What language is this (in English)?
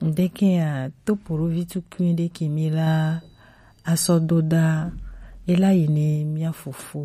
Gen